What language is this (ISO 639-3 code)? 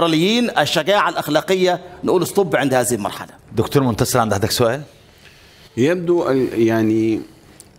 arz